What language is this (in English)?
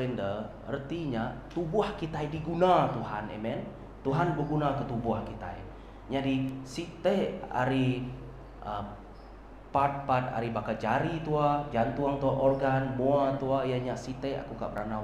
Iban